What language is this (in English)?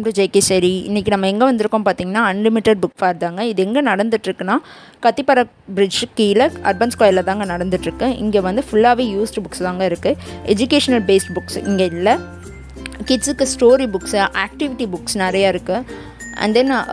Tamil